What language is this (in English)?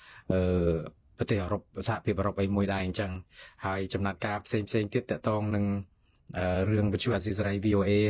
Khmer